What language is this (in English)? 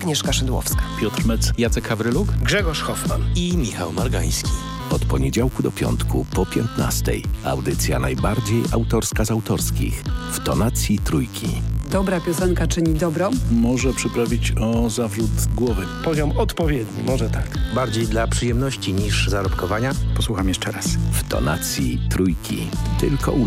Polish